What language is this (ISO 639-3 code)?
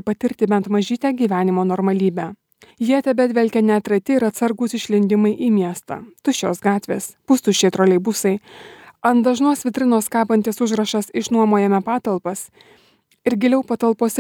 lit